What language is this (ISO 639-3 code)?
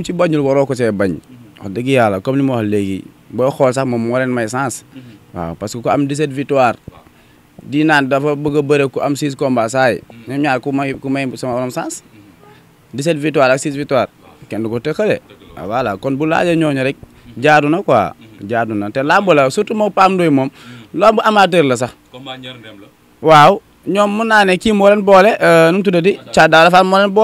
wol